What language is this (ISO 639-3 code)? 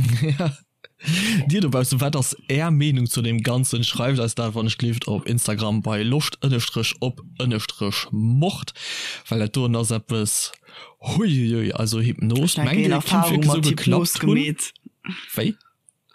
ltz